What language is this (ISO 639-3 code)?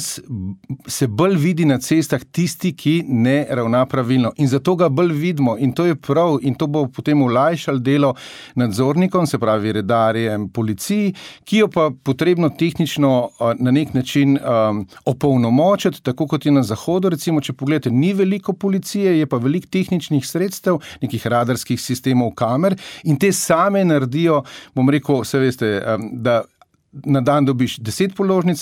slv